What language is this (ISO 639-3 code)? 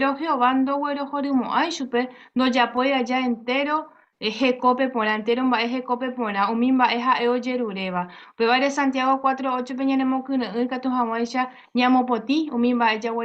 grn